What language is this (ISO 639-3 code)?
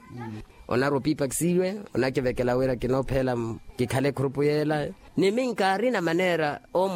vmw